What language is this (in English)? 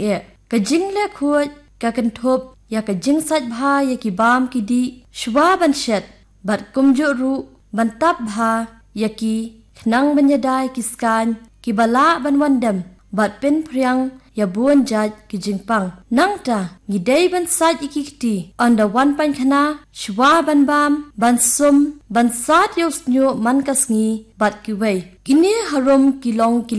Khasi